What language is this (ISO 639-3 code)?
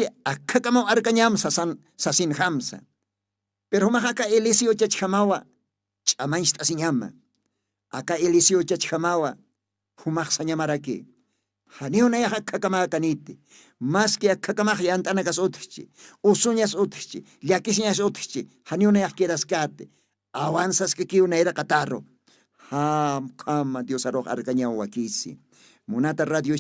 aym